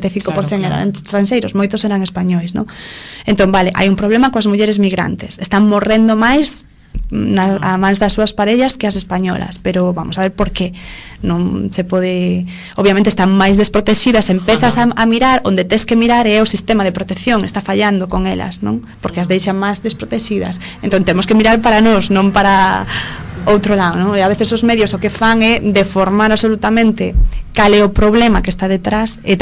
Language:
Galician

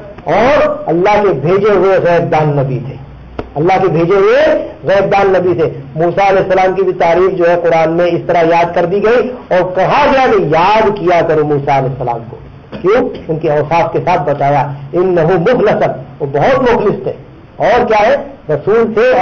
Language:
Urdu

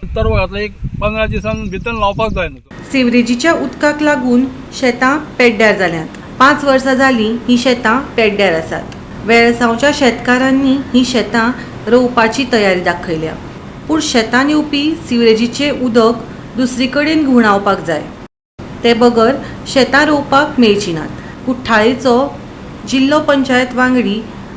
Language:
Konkani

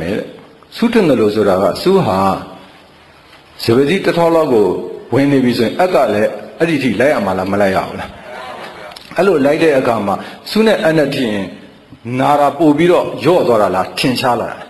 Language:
Burmese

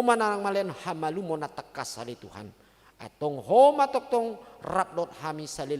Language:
Batak Toba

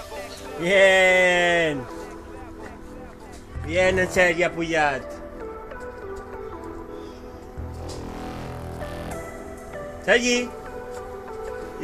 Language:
Catalan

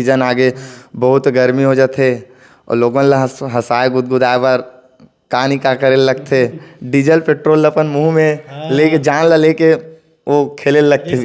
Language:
Chhattisgarhi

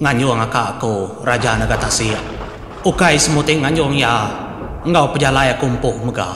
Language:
Iban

